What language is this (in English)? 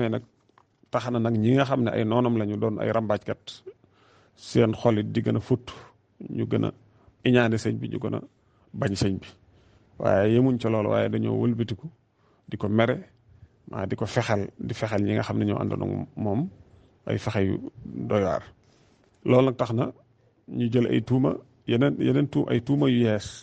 Wolof